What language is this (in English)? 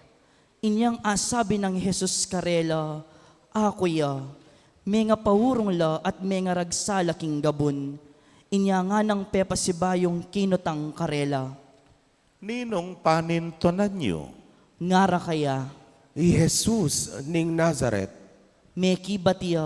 Pampanga